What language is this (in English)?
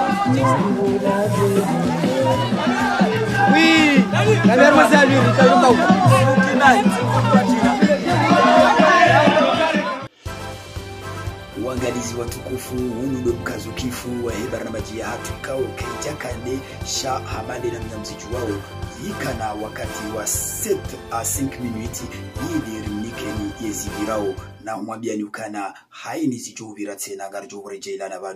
Swahili